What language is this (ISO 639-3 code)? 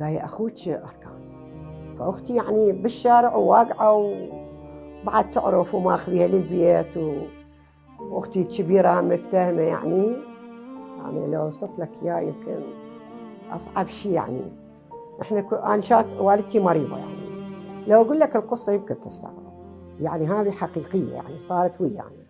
acm